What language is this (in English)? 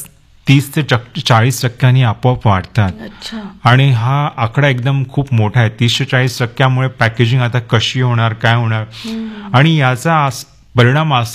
Marathi